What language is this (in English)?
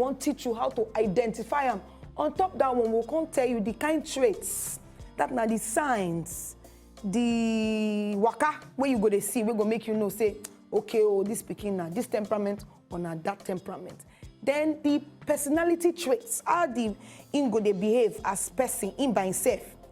Nigerian Pidgin